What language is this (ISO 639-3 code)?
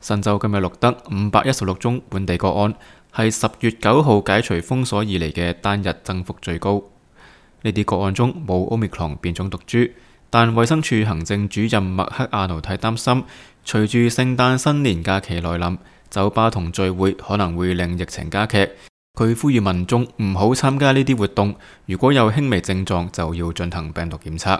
yue